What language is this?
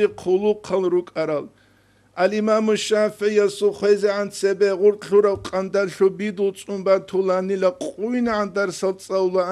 Avaric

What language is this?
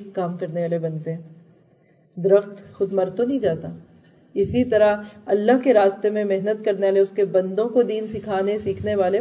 Urdu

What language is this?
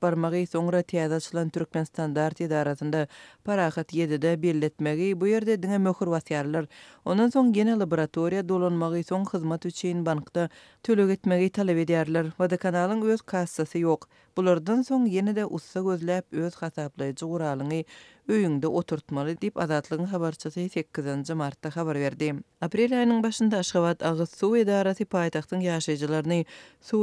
Turkmen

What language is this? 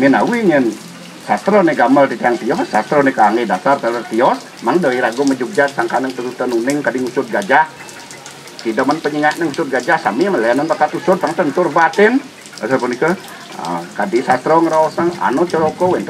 Balinese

